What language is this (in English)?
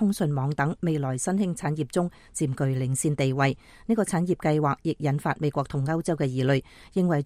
Cantonese